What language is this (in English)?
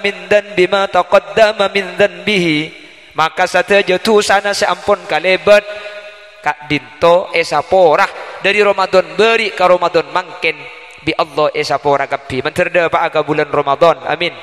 Madurese